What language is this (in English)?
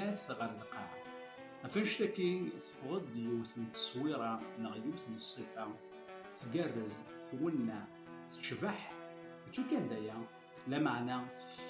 Kabyle